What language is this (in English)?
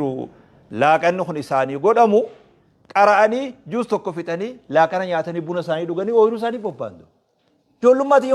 Oromo